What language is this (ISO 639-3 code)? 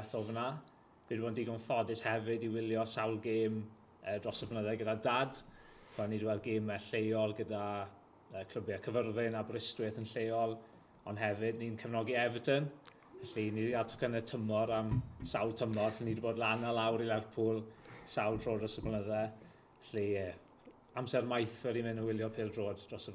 cym